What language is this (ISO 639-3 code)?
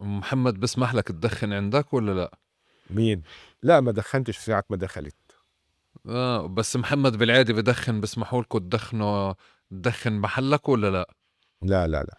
apc